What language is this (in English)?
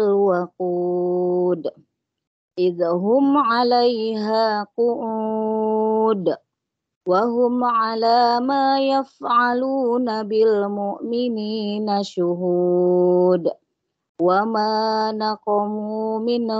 Indonesian